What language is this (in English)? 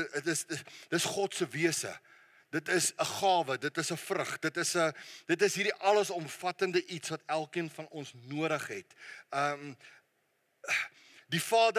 Afrikaans